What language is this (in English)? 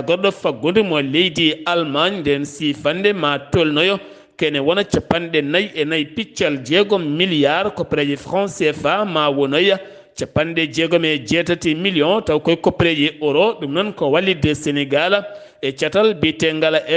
Fula